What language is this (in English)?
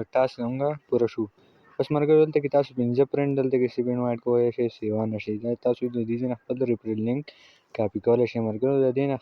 Pashto